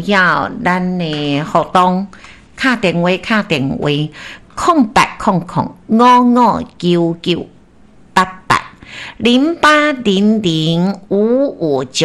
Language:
Min Nan Chinese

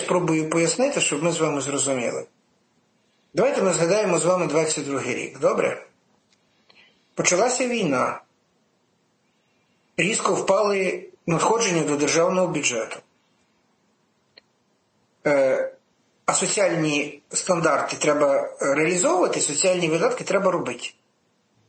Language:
Ukrainian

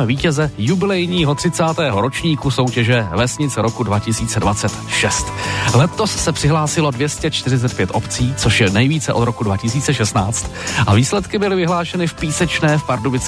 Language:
Czech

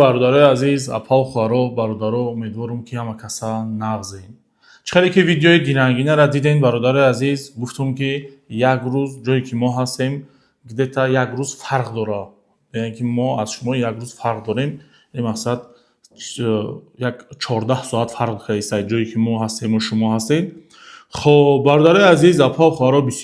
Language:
Tajik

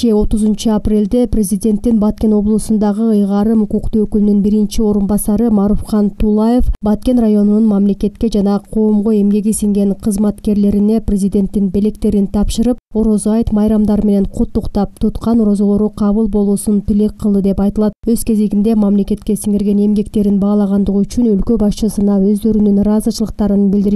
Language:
Kyrgyz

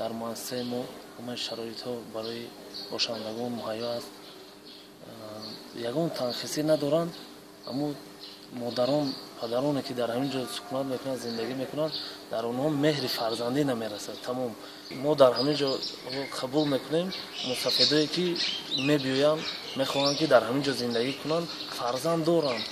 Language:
Tajik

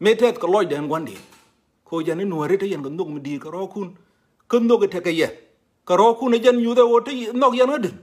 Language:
Nuer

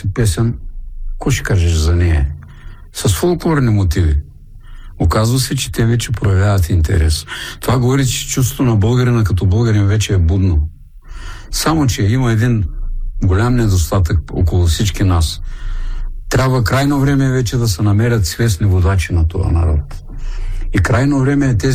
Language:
Bulgarian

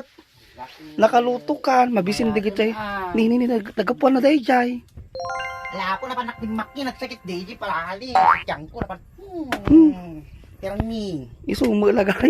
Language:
Iloko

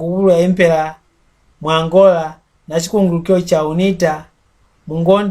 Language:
Mbunda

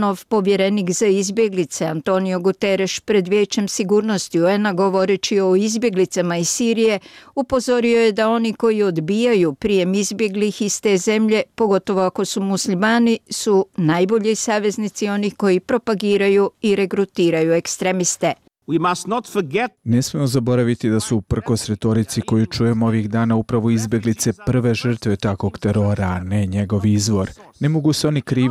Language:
Bosnian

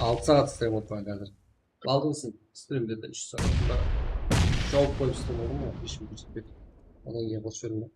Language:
Kara-Kalpak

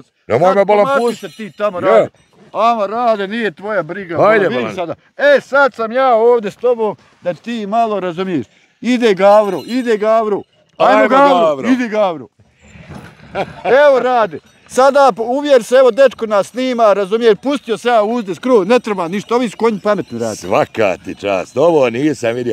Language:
Bosnian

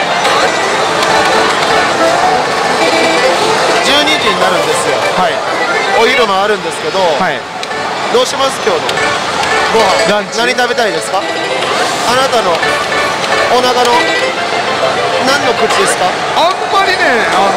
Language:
Japanese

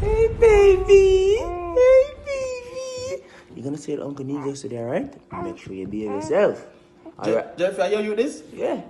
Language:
Jamaican Creole English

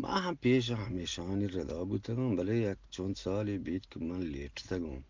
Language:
Eastern Balochi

